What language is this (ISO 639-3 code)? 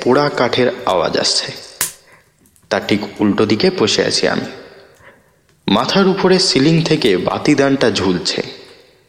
ben